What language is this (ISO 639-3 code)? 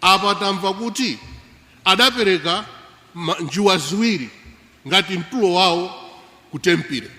nya